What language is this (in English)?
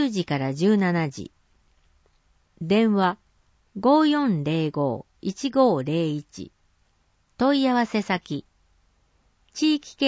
Japanese